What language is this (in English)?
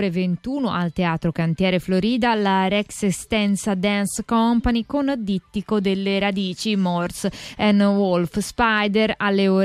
Italian